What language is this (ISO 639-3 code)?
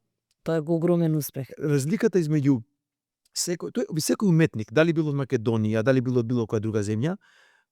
mkd